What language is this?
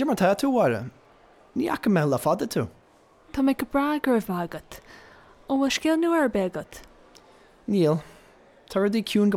Irish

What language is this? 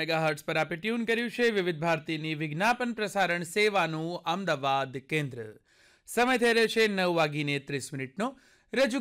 Gujarati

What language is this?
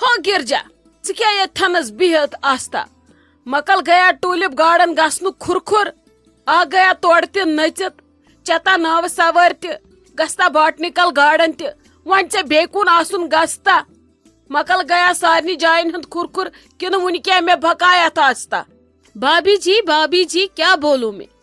Kashmiri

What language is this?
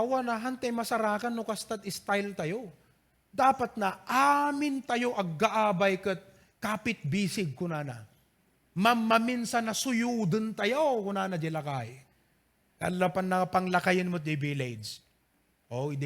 Iloko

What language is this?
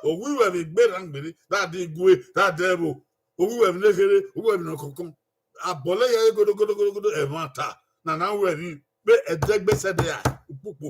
Bini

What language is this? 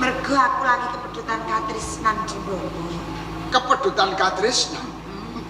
Javanese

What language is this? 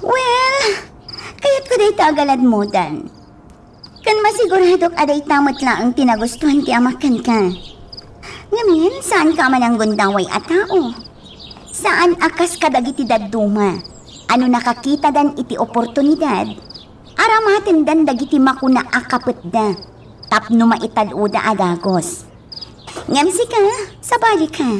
Iloko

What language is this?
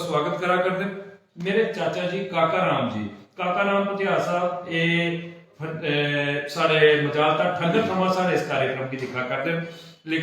Dogri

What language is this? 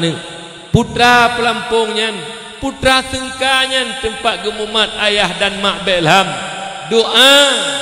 Achinese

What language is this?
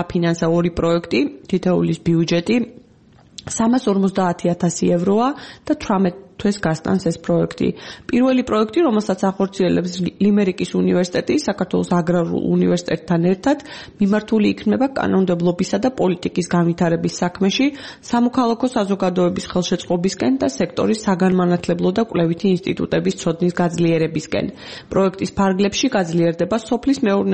Georgian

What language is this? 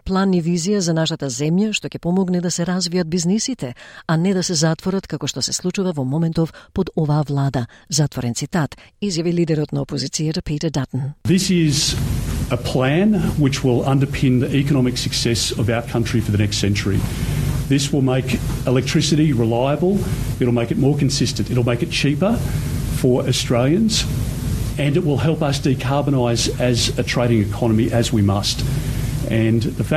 Macedonian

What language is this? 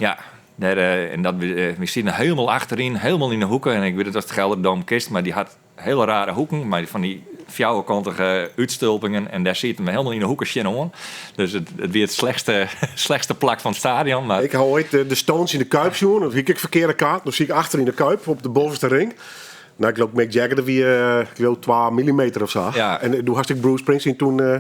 Western Frisian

